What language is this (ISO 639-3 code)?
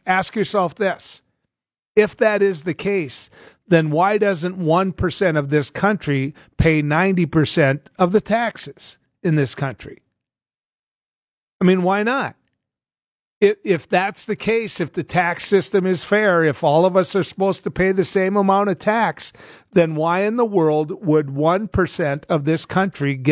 eng